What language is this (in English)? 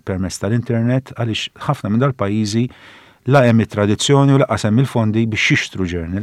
Maltese